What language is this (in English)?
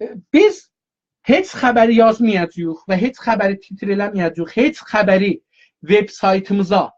South Azerbaijani